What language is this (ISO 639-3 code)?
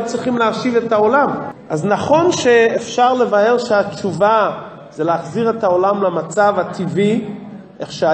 heb